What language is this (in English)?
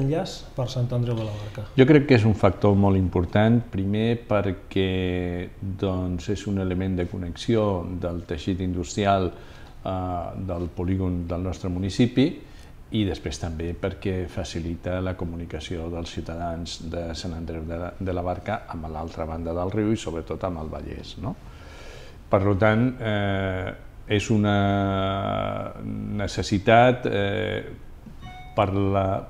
Catalan